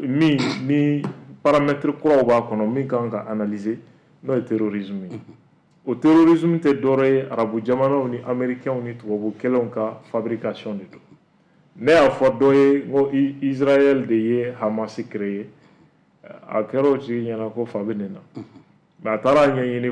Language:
Bambara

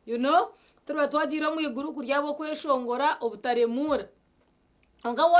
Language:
Nyankole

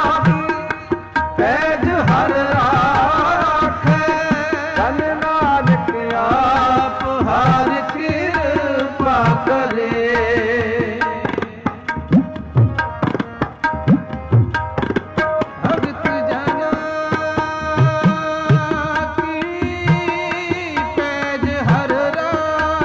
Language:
Punjabi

